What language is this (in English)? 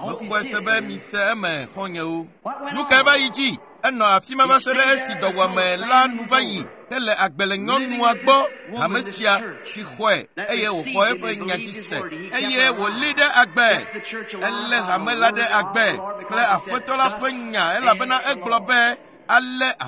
Ewe